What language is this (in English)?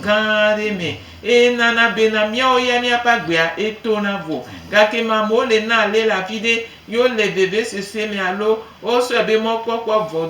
Gen